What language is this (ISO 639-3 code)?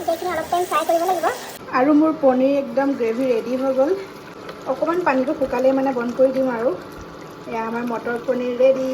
asm